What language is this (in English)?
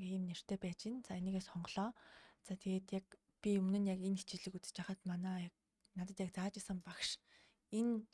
Mongolian